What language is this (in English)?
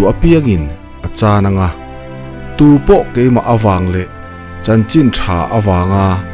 Mizo